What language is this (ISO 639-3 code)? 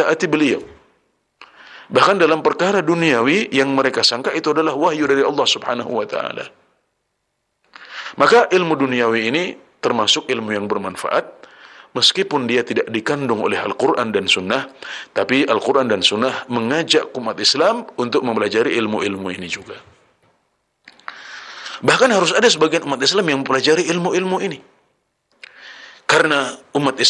ind